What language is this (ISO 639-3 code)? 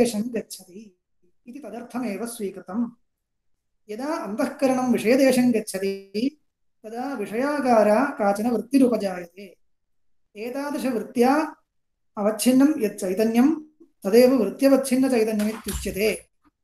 san